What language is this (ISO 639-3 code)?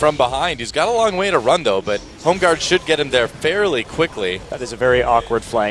eng